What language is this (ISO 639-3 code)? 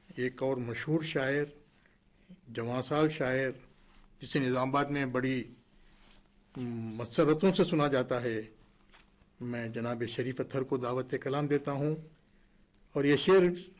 urd